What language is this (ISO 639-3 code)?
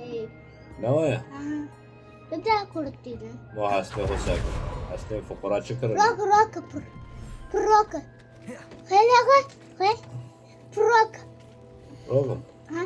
kur